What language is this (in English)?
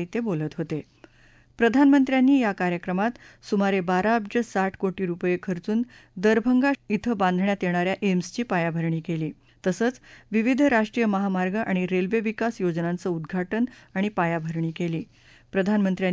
Marathi